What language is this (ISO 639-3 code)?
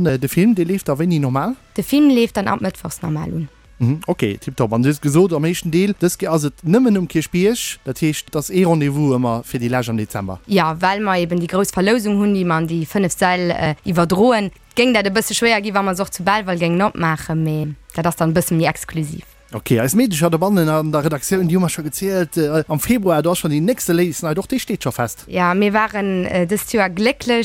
ltz